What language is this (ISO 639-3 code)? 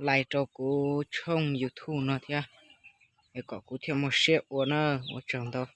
hmn